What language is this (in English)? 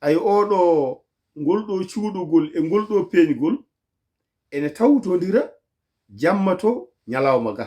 Fula